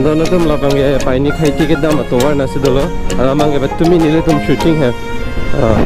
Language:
Karbi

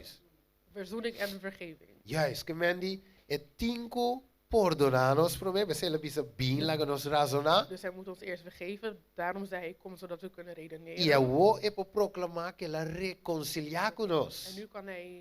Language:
Papiamento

